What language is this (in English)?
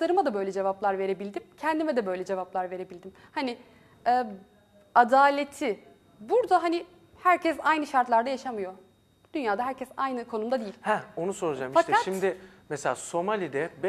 Turkish